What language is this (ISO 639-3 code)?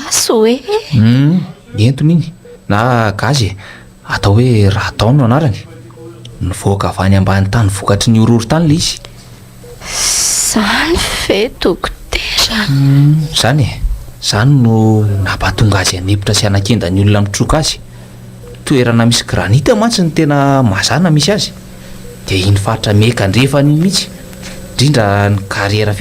mlg